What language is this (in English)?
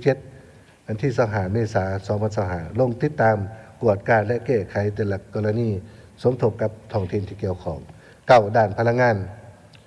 Lao